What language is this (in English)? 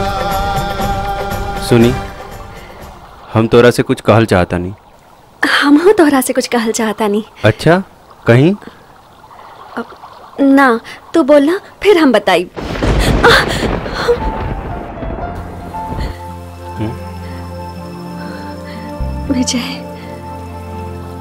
Bhojpuri